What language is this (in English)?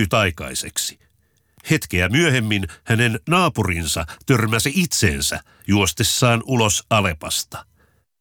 Finnish